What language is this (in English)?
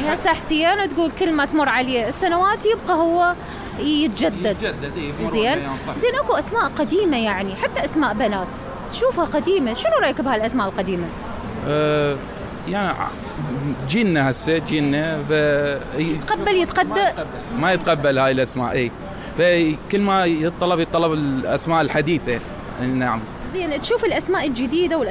Mesopotamian Arabic